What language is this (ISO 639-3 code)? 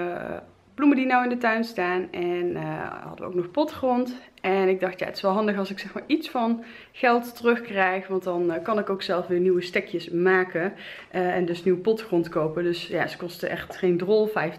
nld